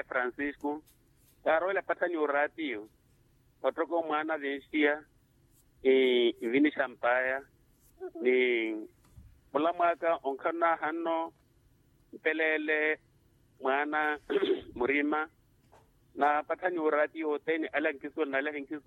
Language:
Makhuwa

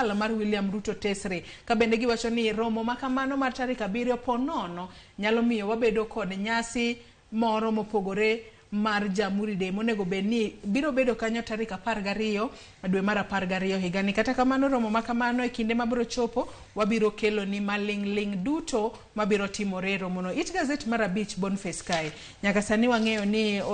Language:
Luo (Kenya and Tanzania)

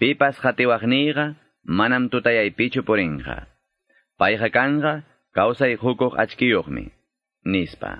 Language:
Quechua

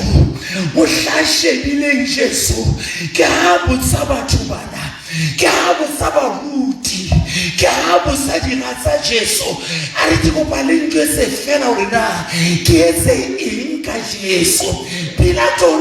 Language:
Southern Sotho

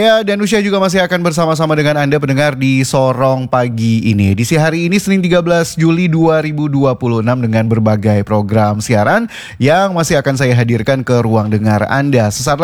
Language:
Indonesian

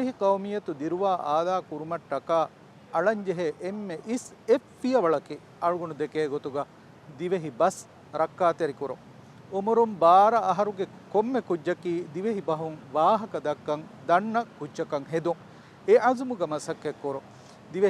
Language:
Divehi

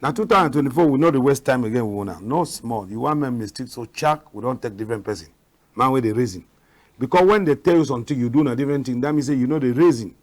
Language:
Cameroon Pidgin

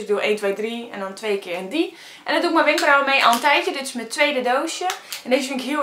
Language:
Dutch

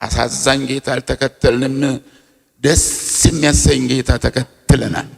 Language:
Amharic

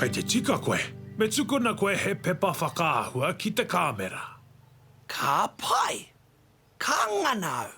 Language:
Māori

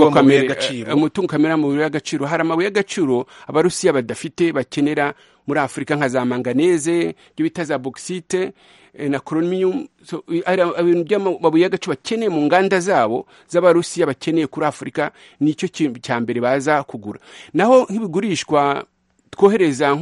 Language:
Kinyarwanda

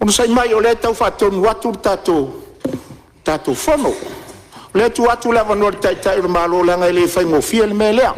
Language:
Samoan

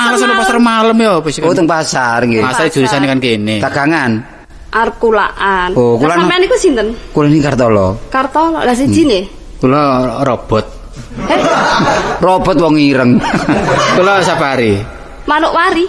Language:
Javanese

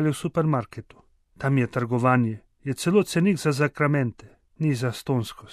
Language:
Slovenian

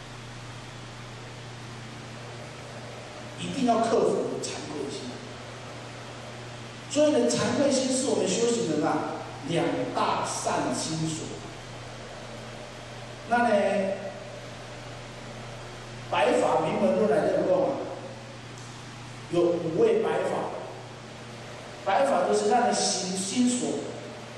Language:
Chinese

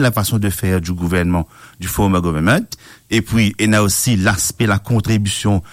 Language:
Morisyen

